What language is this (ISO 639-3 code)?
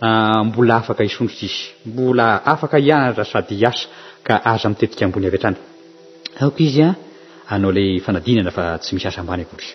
mlg